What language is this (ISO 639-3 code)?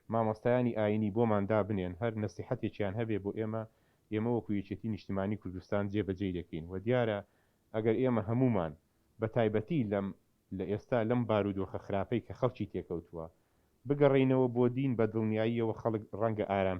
ckb